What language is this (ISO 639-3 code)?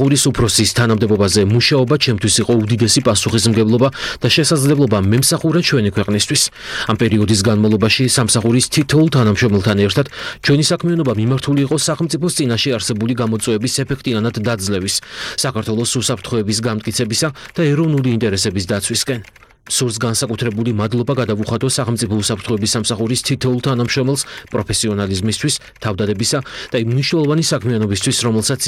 kat